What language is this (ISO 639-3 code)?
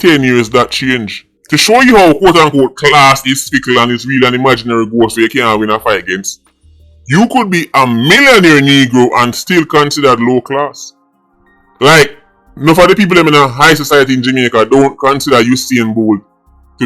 jam